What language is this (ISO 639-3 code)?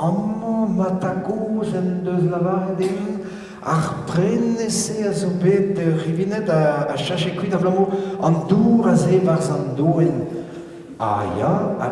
bre